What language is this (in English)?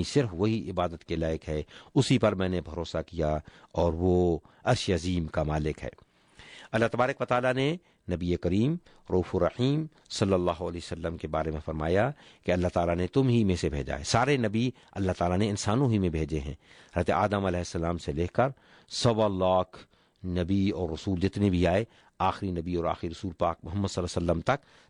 Urdu